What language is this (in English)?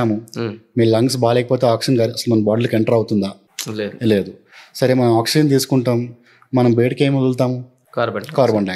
Telugu